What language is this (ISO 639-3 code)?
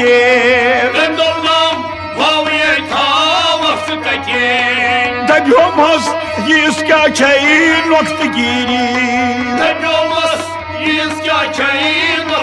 kas